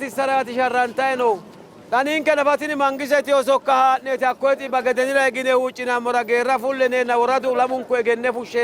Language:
Sidamo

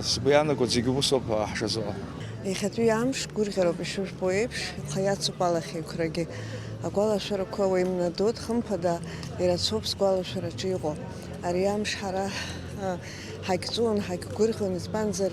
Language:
Abkhazian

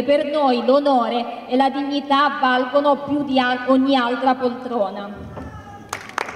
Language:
Italian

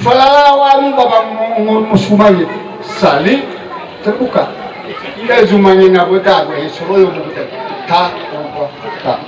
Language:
Nias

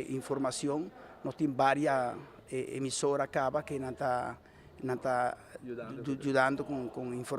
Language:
Papiamento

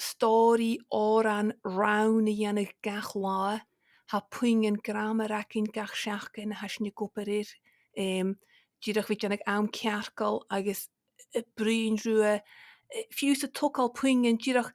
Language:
Scottish Gaelic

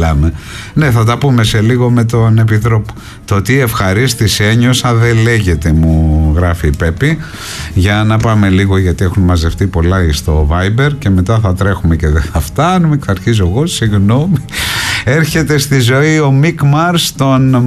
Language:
Greek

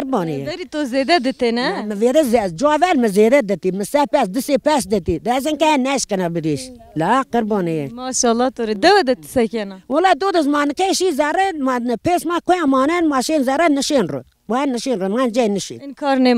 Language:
Zaza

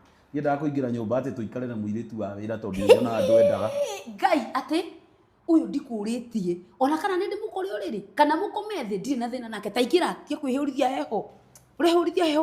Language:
Kikuyu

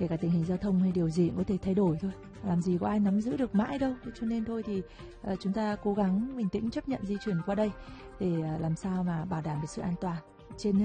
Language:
Vietnamese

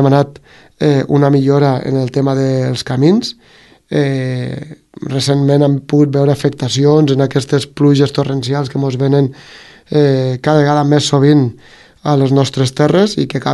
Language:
Catalan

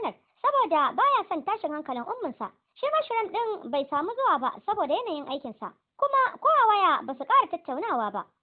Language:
Hausa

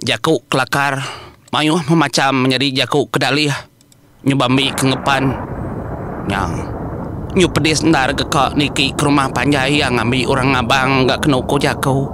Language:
Iban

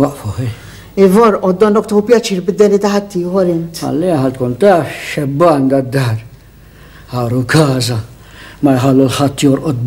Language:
Maltese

